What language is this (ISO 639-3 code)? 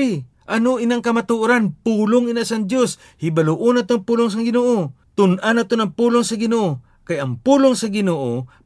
hil